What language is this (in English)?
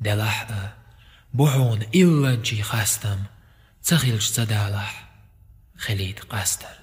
Chechen